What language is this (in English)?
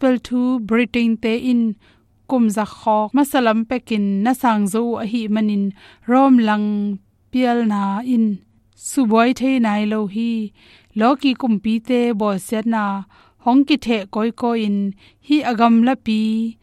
Tedim Chin